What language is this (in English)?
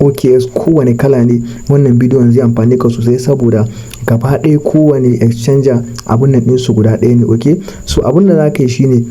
Hausa